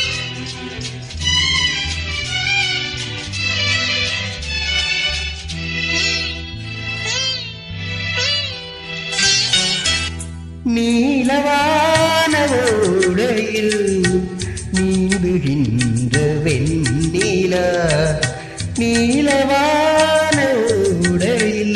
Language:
Tamil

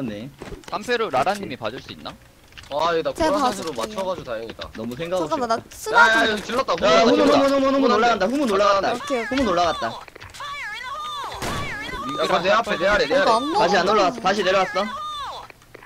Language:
Korean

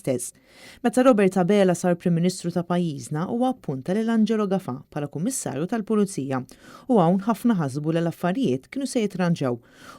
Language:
Maltese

